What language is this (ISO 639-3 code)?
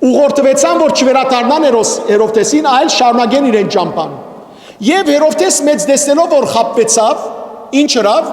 hyw